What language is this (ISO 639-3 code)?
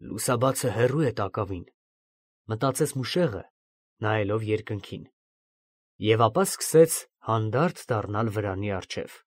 hye